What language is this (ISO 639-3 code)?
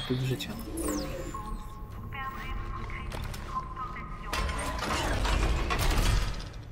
pol